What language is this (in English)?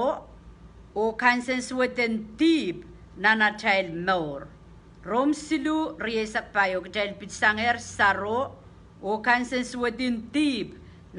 Pohnpeian